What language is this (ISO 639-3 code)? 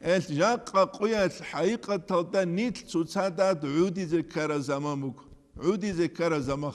ava